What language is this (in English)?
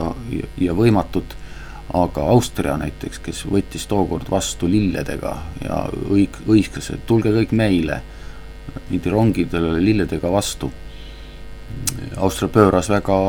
Estonian